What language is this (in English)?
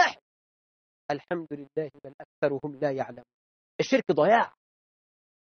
Arabic